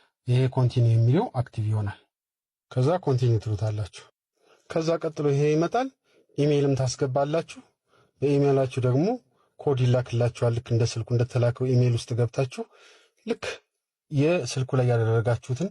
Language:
Amharic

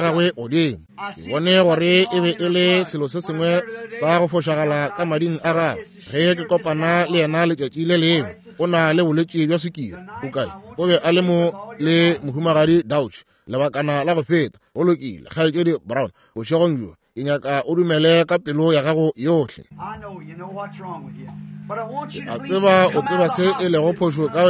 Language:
Northern Sotho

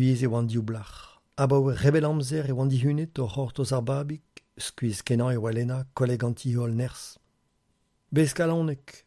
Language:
Breton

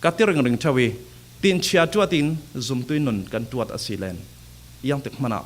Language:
Falam Chin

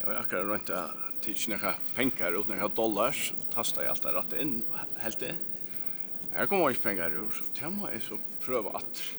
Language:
Faroese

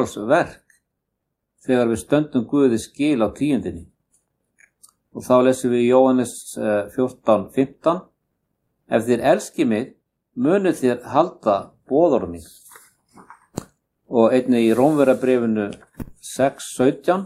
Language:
Icelandic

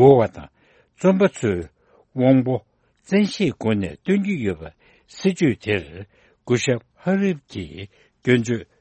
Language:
Tibetan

